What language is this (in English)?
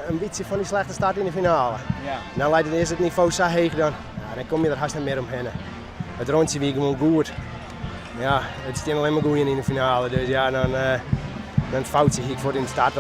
Western Frisian